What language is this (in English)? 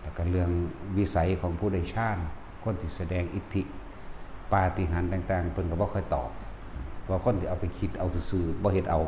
Northeastern Thai